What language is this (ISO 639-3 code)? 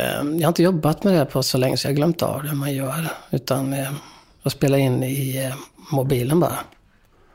swe